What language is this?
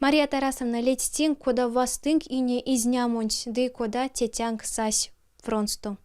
Erzya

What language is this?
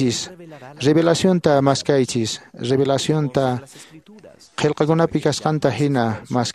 Quechua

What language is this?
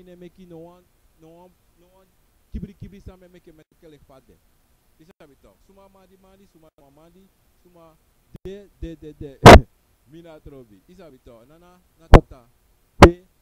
Sranan Tongo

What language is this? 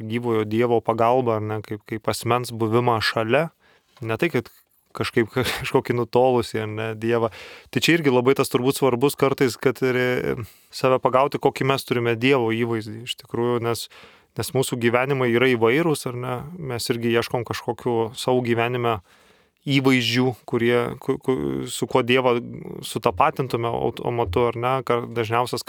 Lithuanian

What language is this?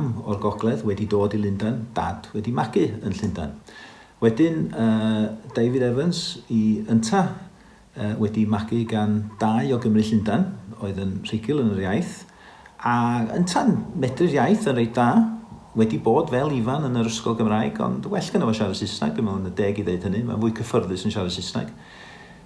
Welsh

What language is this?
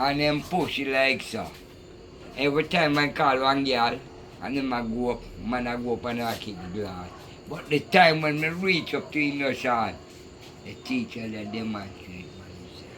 Jamaican Creole English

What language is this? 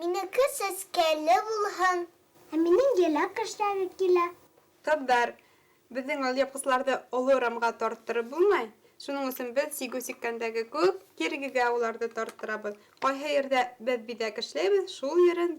Bashkir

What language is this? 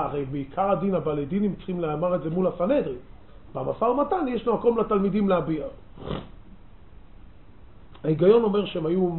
Hebrew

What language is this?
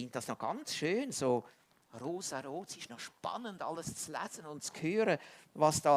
Swiss German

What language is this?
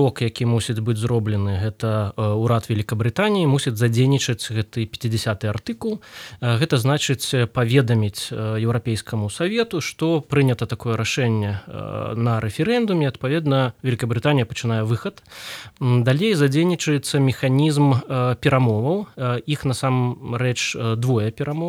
Belarusian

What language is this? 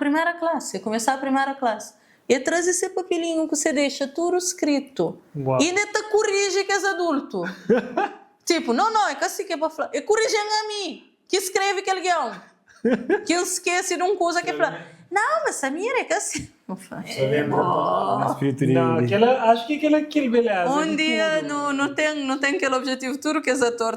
Kabuverdianu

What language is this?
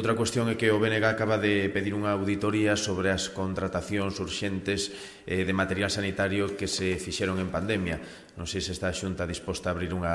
Galician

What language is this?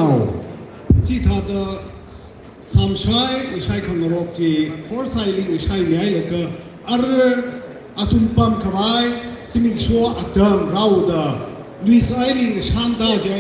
Tangkhul Naga (India)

